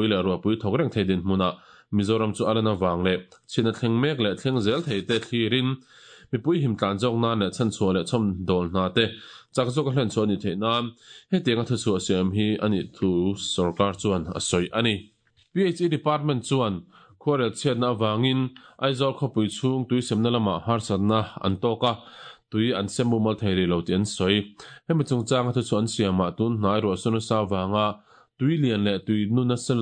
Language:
Mizo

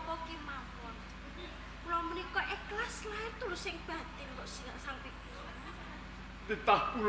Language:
Javanese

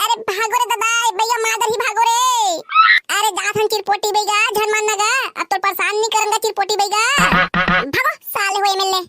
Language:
Chhattisgarhi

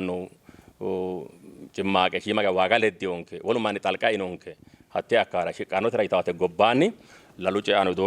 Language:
Sidamo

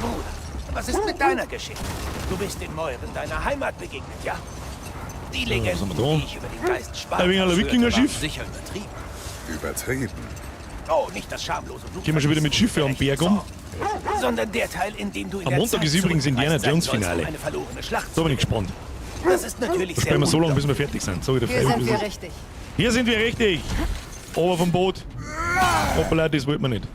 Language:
Bavarian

